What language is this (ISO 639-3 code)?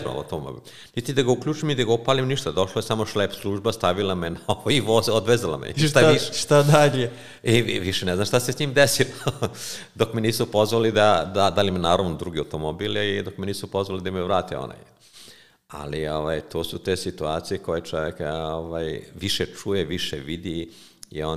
srp